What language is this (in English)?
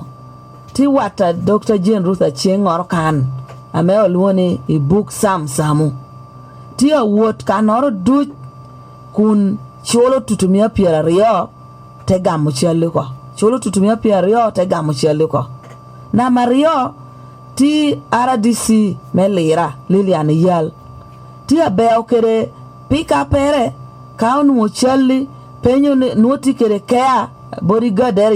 Lango (Uganda)